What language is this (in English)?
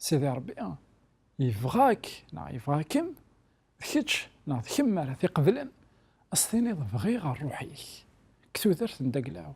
Kabyle